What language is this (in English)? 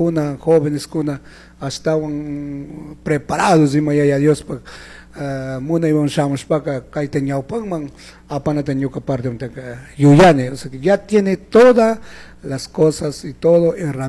Chimborazo Highland Quichua